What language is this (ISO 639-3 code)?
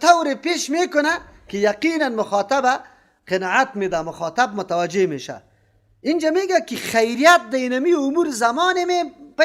fas